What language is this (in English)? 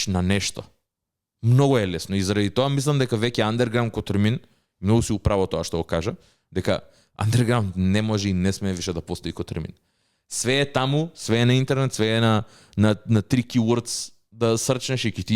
Macedonian